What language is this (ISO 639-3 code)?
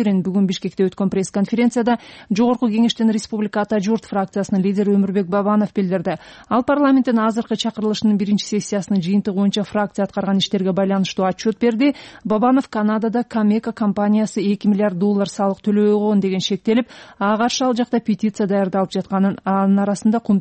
kir